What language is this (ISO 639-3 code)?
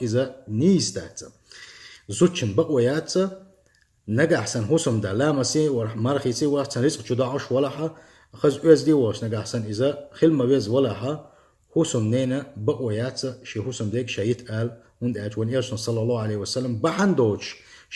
che